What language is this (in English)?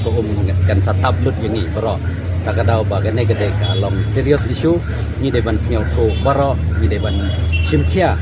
Khasi